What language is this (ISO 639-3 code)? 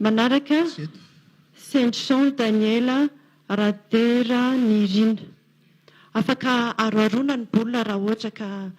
mlg